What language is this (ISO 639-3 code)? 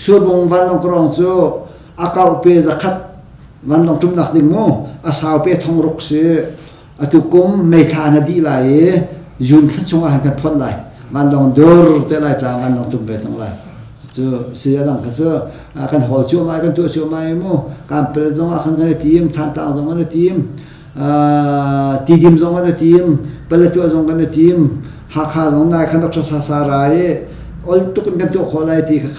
cnh